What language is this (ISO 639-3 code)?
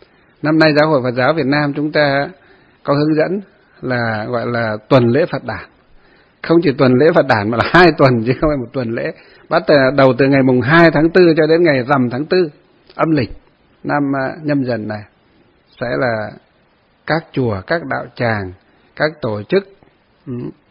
vie